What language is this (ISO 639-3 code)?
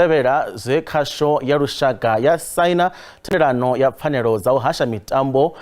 ven